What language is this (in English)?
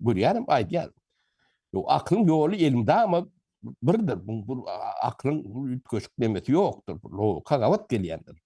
Turkmen